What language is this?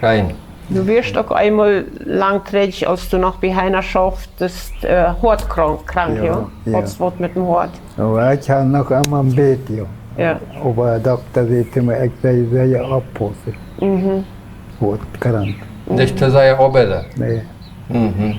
Plautdietsch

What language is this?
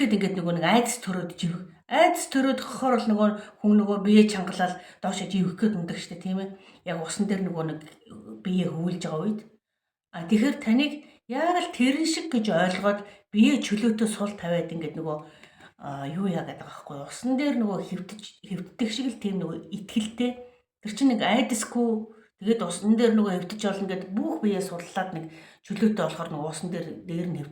Mongolian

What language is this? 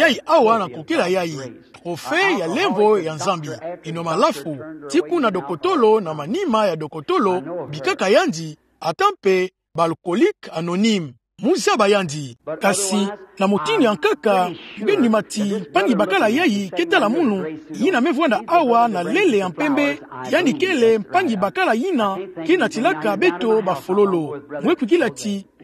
Kituba (Democratic Republic of Congo)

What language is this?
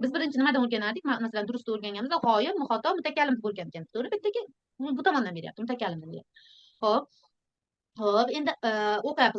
Uzbek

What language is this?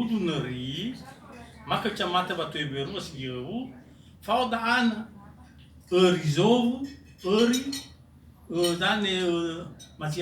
Nias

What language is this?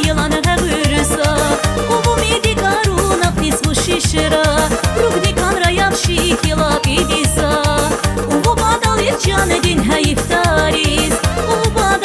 Tabassaran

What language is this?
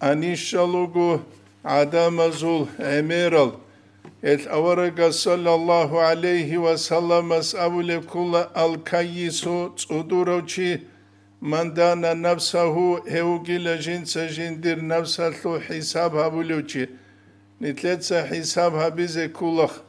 Avaric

